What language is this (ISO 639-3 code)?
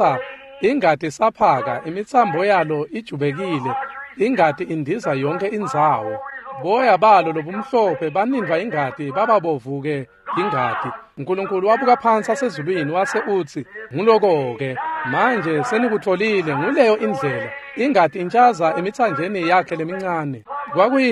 ssw